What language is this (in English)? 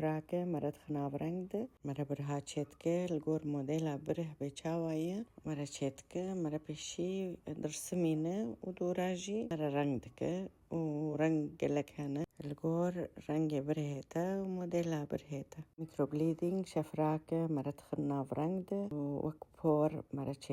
Kurdish